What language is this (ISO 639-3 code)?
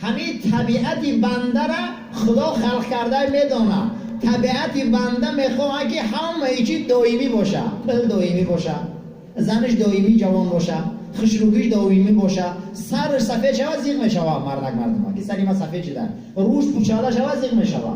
tgk